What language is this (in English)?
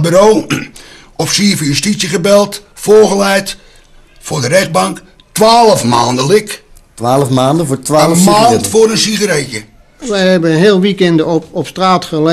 Dutch